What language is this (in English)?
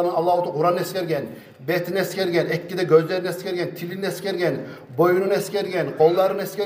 Kumyk